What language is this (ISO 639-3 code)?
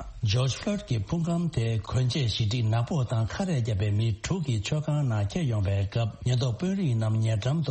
bod